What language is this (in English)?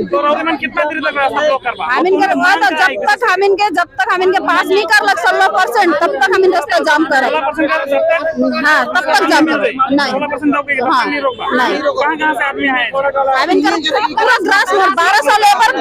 Sadri